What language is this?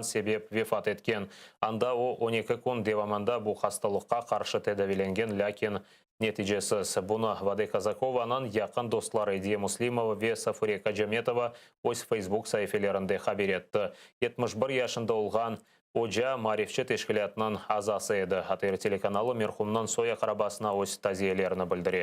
Crimean Tatar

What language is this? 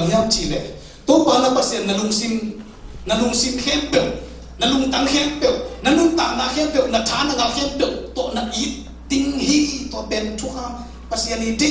Tedim Chin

